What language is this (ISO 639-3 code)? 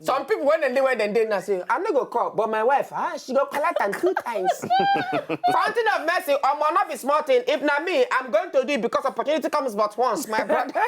pcm